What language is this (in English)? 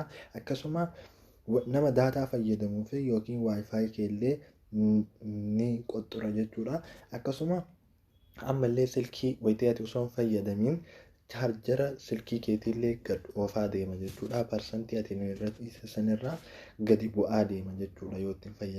Oromo